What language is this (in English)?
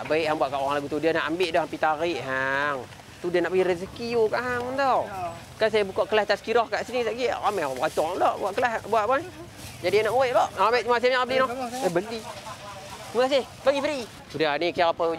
Malay